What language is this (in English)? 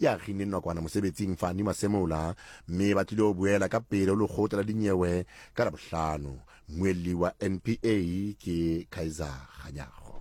Southern Sotho